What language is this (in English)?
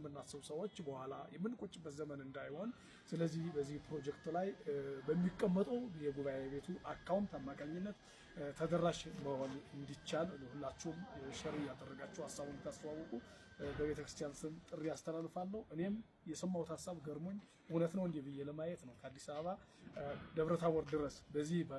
Amharic